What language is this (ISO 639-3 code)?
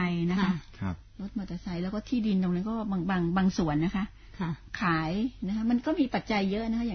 tha